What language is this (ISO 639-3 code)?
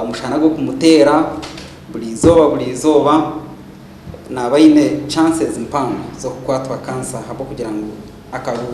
nyn